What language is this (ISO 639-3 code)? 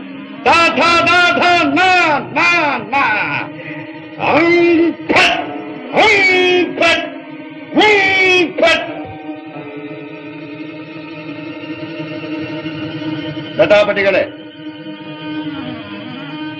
kan